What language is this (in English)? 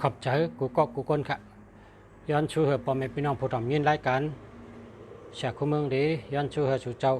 Shan